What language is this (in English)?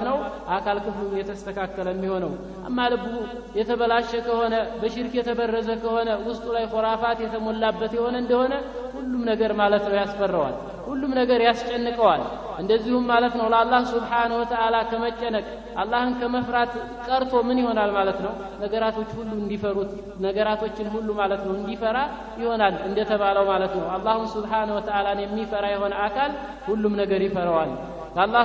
Amharic